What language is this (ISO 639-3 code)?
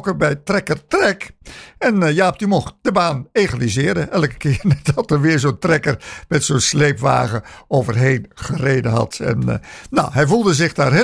nld